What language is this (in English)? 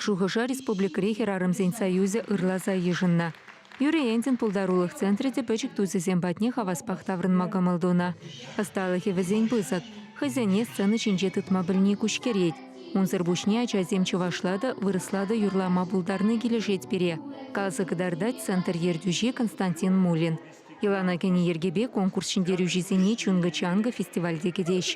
Chuvash